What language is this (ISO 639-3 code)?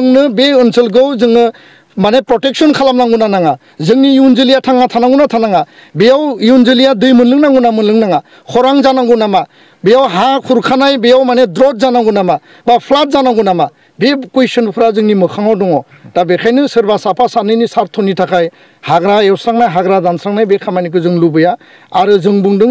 brx